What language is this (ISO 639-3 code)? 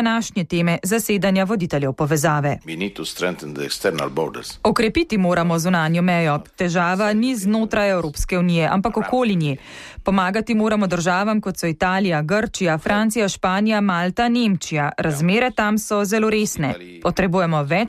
slv